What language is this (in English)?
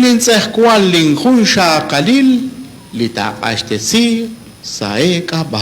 Kekchí